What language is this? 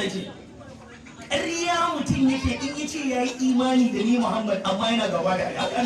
Hausa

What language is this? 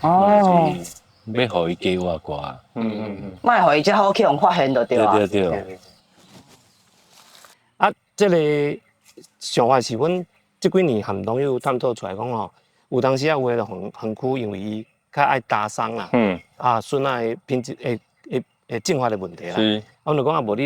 Min Nan Chinese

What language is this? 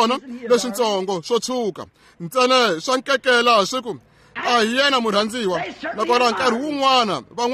Tsonga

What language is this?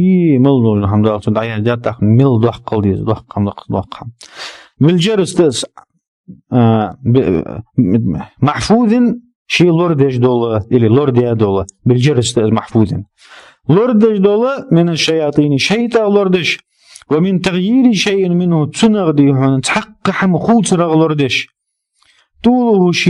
Ingush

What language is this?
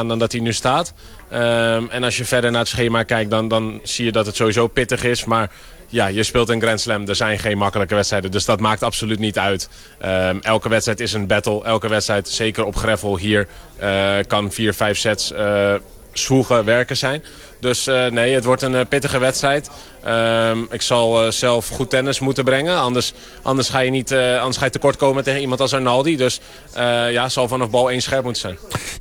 Dutch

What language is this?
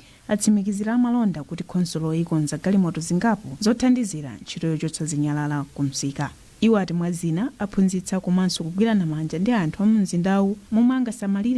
Nyanja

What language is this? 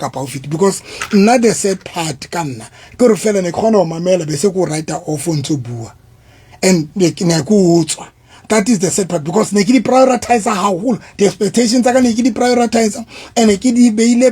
Southern Sotho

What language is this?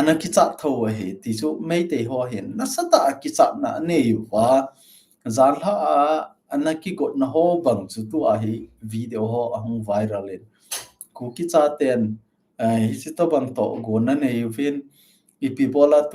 Thado Chin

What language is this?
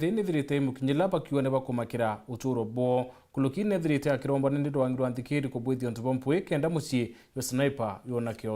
Meru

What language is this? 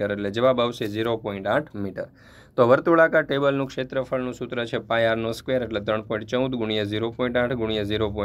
Gujarati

